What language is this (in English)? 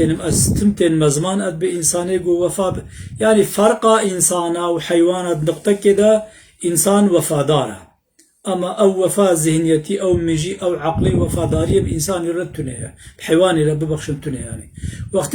Kurdish